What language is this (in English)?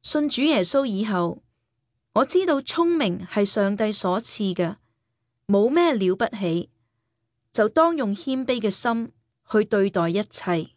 Cantonese